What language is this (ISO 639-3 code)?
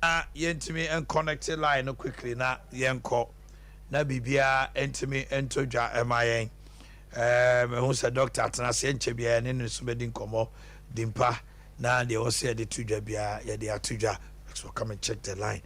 aka